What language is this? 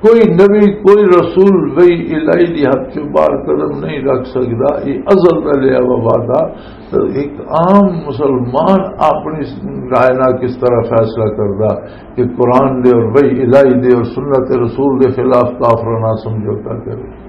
Western Panjabi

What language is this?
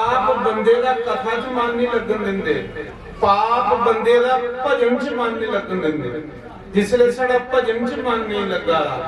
Dogri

